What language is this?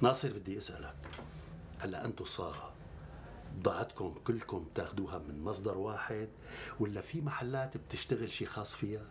North Levantine Arabic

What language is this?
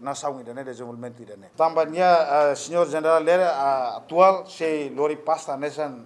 Tetum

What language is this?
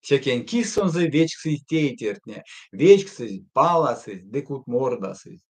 Erzya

